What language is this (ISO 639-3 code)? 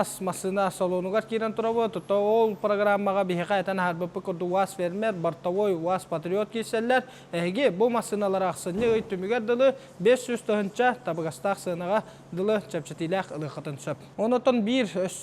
sah